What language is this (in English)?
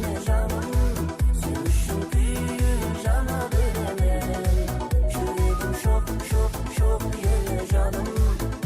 Kara-Kalpak